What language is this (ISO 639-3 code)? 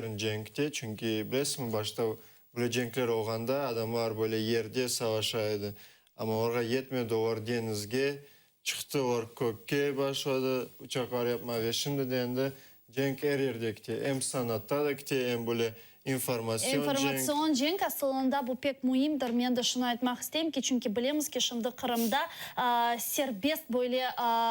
crh